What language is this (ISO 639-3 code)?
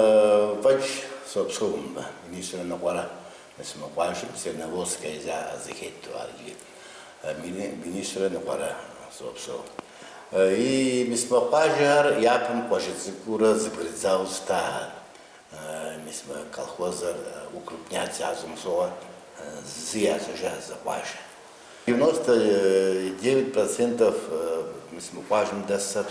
kbd